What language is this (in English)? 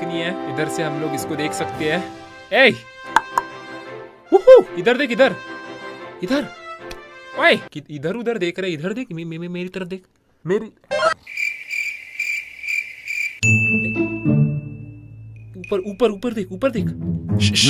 Hindi